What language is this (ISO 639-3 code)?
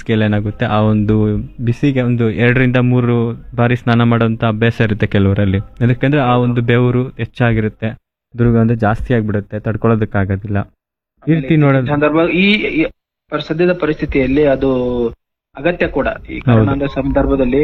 kan